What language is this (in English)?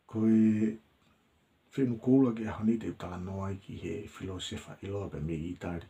Tongan